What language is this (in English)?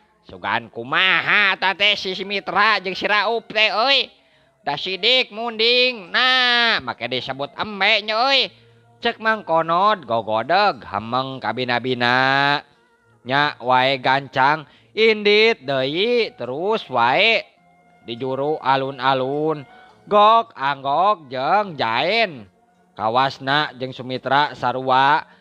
Sundanese